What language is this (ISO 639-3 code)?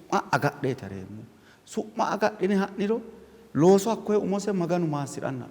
sid